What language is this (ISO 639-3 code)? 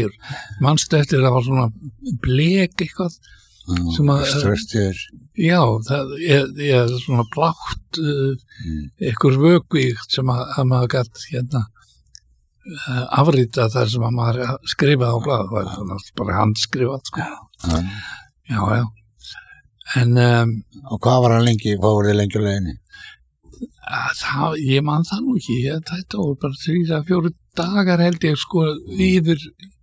isl